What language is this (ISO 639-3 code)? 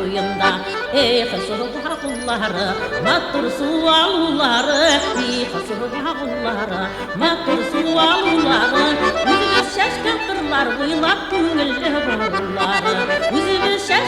bak